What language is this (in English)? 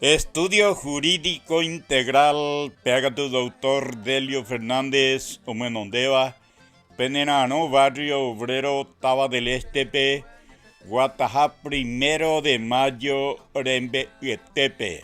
Guarani